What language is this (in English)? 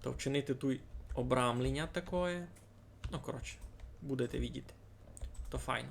Rusyn